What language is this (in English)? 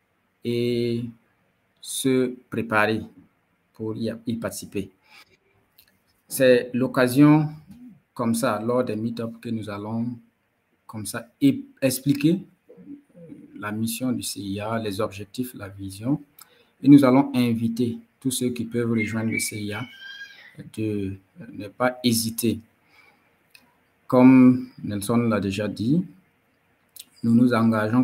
French